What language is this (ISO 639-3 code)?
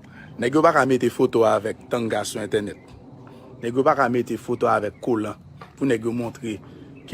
hat